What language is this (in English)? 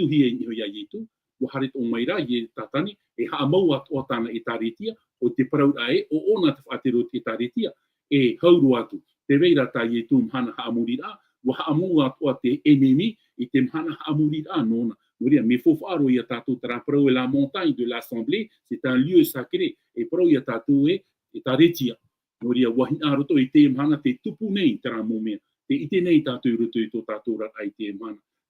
Tahitian